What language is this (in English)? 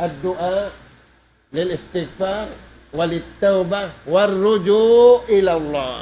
Tausug